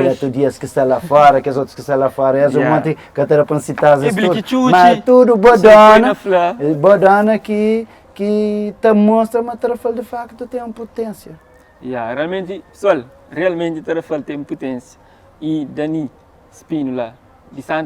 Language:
Kabuverdianu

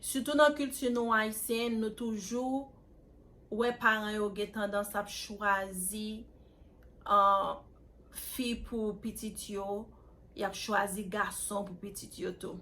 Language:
Haitian Creole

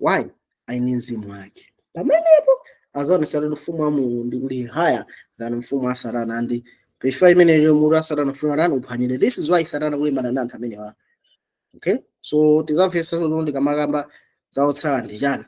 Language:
Nyanja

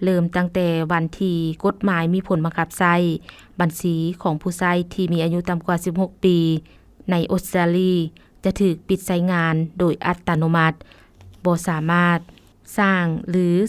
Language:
Lao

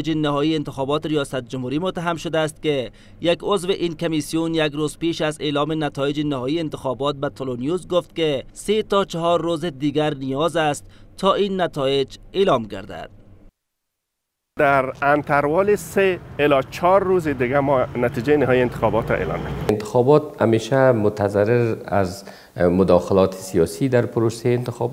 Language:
Persian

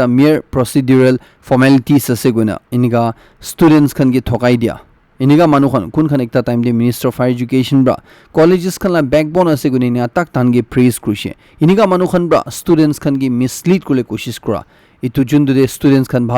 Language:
Naga Pidgin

